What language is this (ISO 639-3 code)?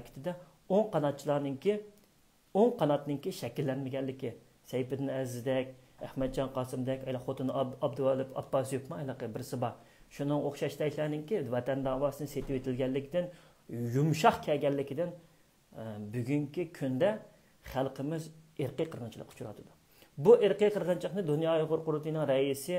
uig